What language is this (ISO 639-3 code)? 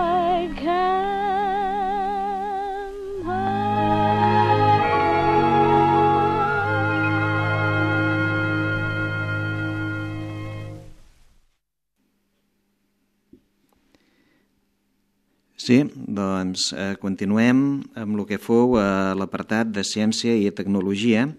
cat